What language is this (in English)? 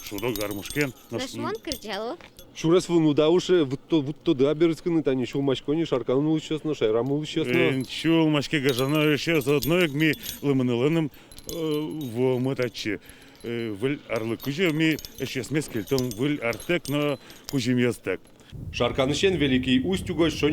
Udmurt